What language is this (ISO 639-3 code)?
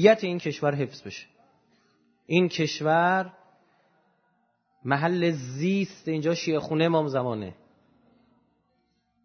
fas